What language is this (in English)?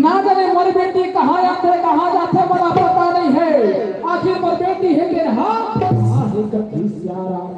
Chhattisgarhi